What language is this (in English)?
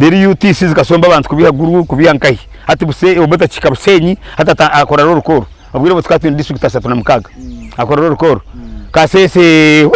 Nyankole